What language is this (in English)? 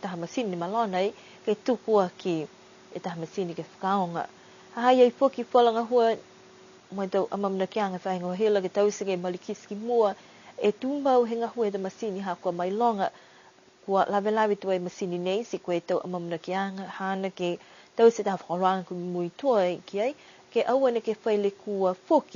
Niuean